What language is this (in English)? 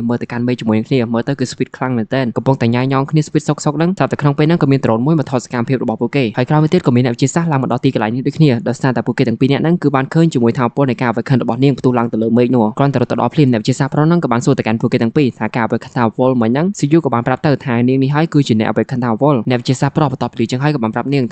Khmer